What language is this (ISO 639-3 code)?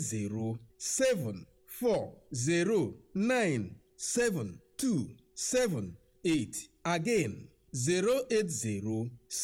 pcm